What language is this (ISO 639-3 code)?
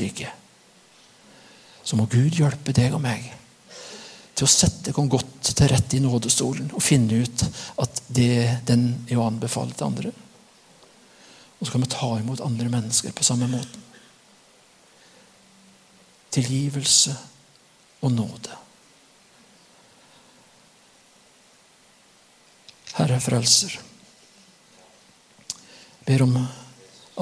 nor